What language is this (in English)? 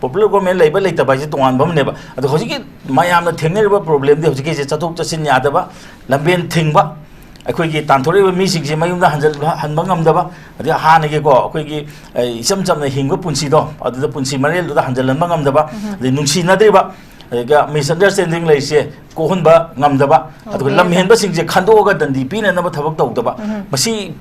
Manipuri